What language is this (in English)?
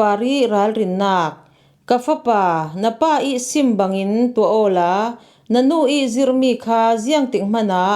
Falam Chin